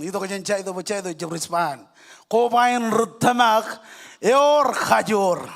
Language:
Marshallese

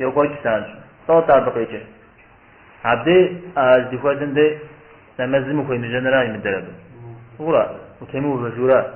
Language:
Kabardian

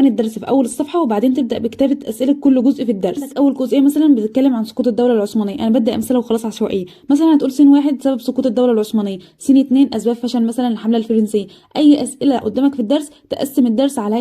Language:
Egyptian Arabic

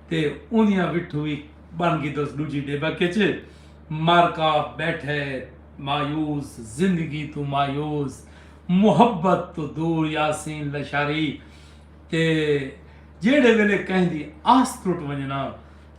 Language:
Saraiki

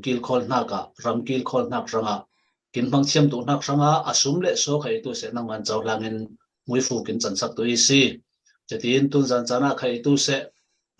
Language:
Falam Chin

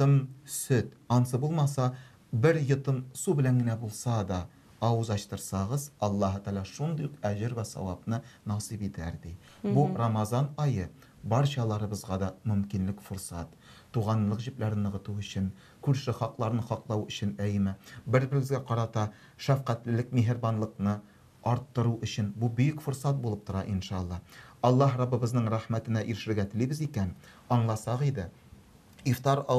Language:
Tatar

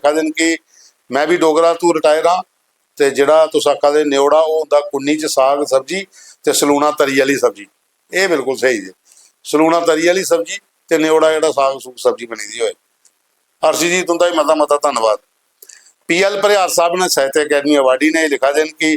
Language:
Dogri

